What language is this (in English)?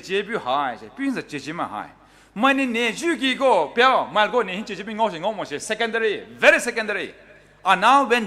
Poumei Naga